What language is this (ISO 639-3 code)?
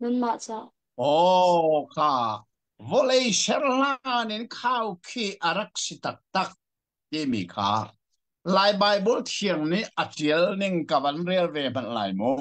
cnh